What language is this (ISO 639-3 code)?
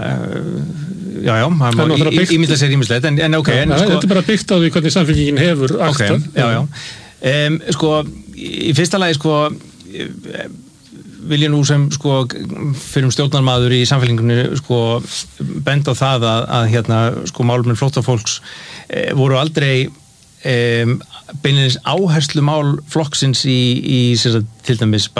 isl